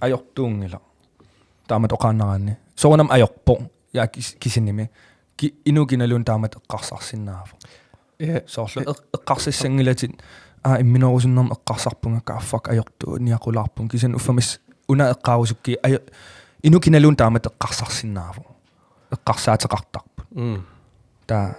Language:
Kalaallisut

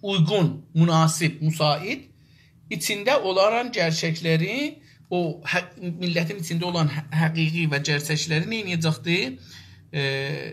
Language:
South Azerbaijani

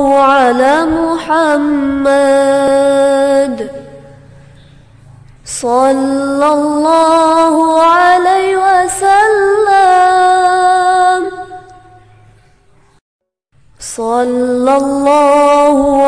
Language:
Arabic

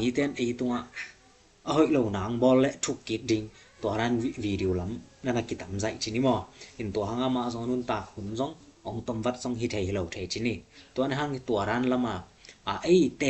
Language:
Tedim Chin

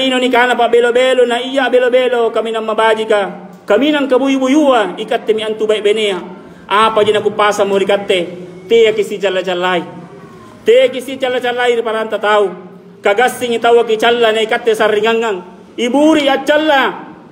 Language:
Makasar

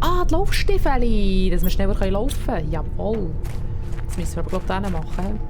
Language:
Swiss German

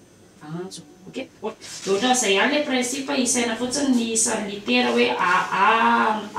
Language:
Malagasy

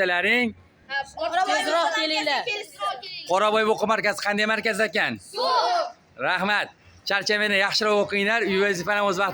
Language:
Uzbek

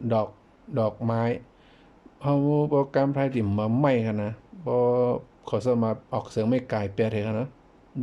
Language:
Shan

